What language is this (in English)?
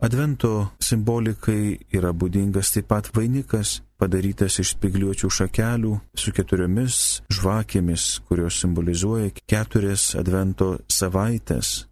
Lithuanian